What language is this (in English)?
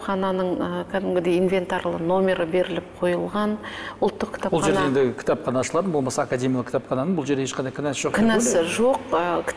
Kazakh